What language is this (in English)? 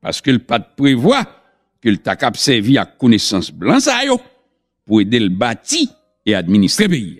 Haitian Creole